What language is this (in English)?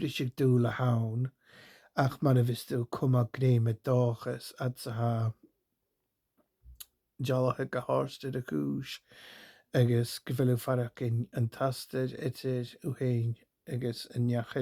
Scottish Gaelic